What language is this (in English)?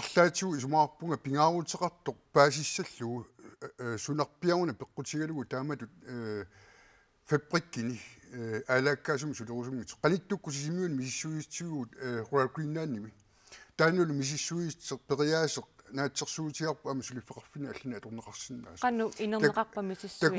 Kalaallisut